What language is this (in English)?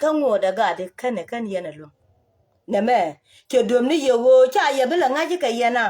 Nuer